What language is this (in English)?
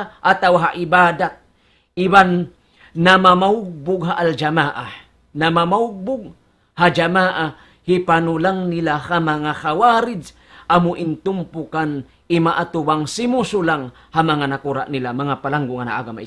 Tausug